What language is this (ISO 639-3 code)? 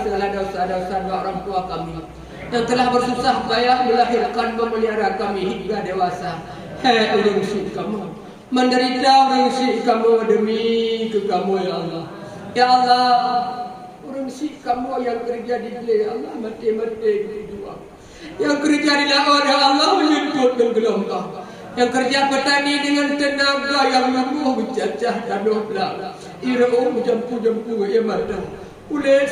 ace